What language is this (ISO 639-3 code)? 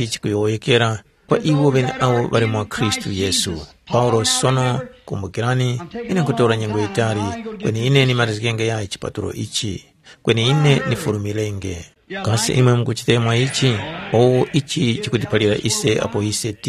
tum